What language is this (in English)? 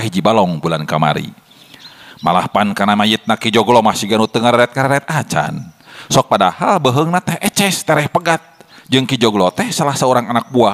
Sundanese